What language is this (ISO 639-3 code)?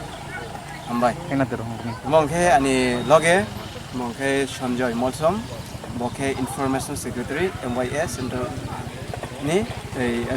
trp